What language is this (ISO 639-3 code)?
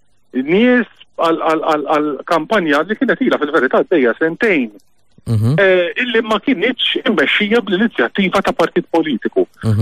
mlt